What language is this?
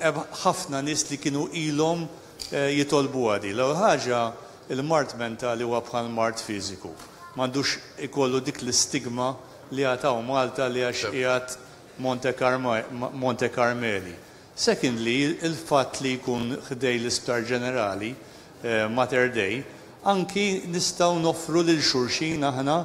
Maltese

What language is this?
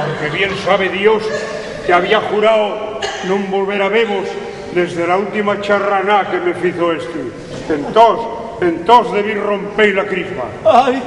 Asturian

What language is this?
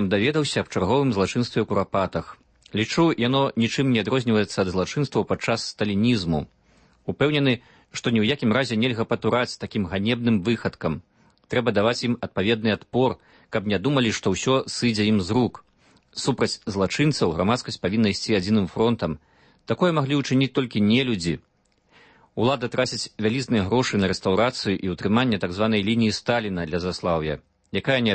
Belarusian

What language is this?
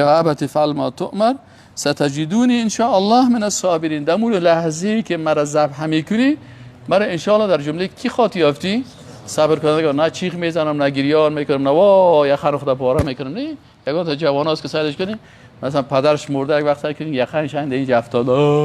Persian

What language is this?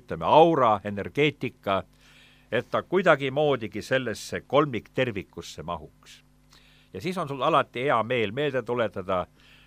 Estonian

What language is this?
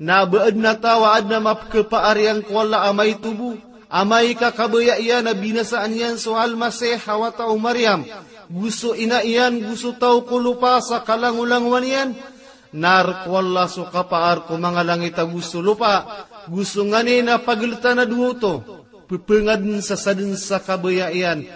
Maranao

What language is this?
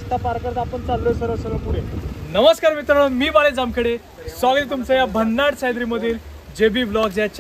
Marathi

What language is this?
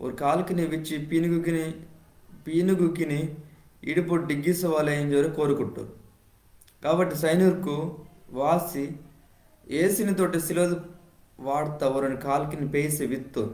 Koya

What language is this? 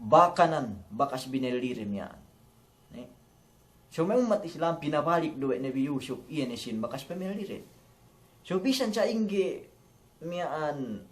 Yakan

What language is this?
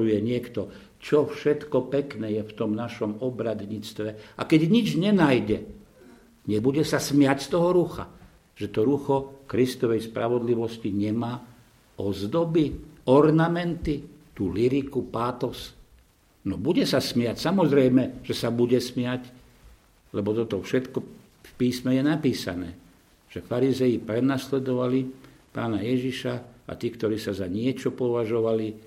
Slovak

